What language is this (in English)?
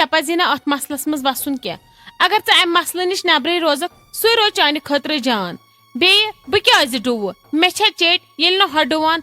Kashmiri